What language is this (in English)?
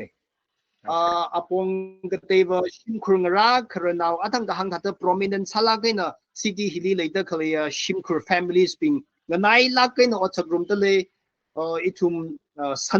Tangkhul Naga (India)